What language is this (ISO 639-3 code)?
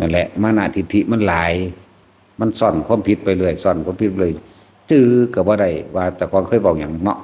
tts